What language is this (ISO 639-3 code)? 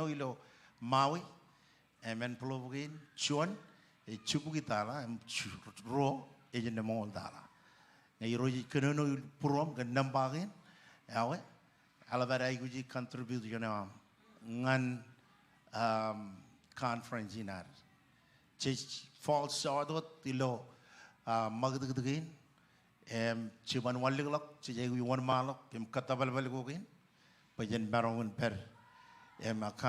mah